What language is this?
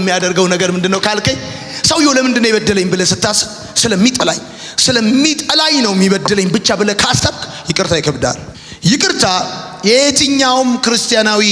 Amharic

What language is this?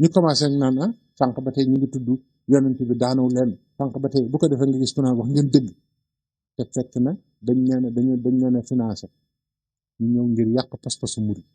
Wolof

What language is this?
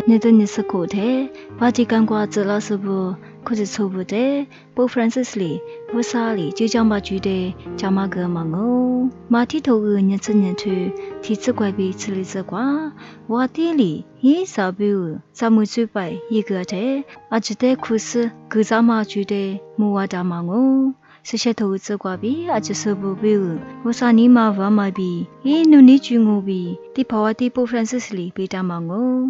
Lisu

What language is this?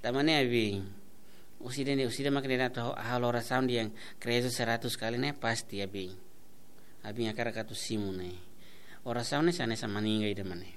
Tetum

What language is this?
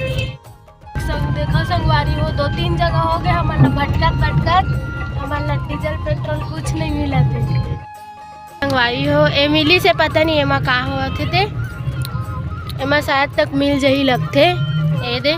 Chhattisgarhi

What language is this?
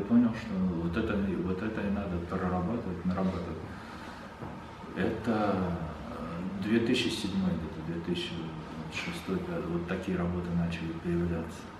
Russian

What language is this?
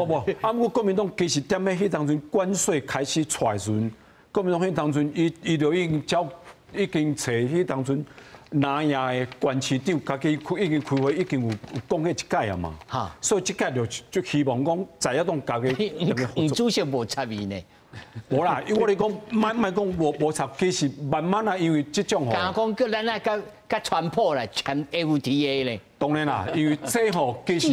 Min Nan Chinese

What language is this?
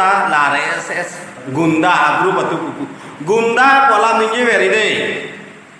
Karbi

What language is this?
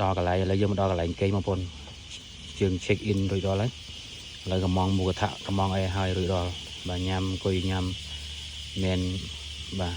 Khmer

